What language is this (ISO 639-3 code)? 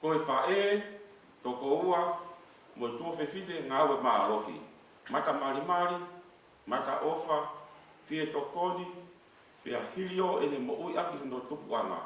ton